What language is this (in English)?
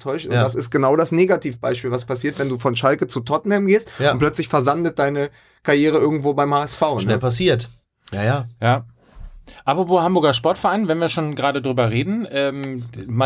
German